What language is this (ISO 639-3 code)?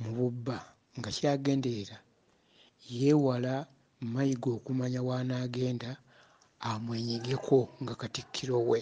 lug